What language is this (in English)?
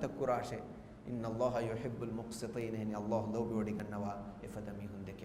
Divehi